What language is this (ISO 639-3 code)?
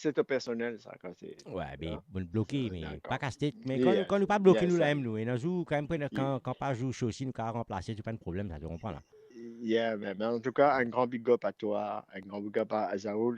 mfe